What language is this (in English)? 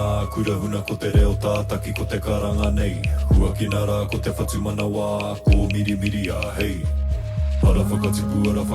Māori